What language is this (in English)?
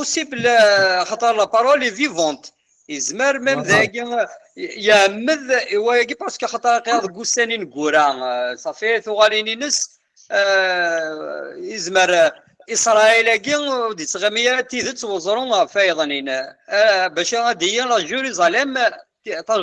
Kabyle